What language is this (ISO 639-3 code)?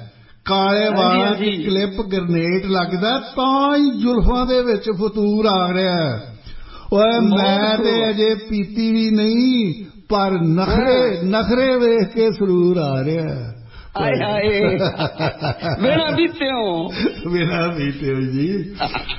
pan